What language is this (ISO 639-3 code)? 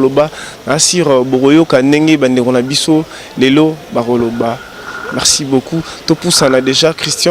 lin